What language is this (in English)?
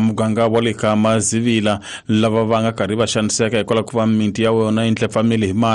Tsonga